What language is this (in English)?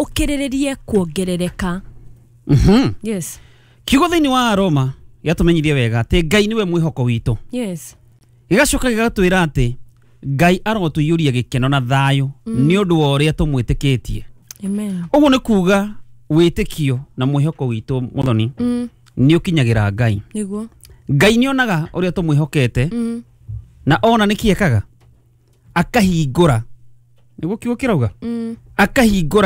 Kikuyu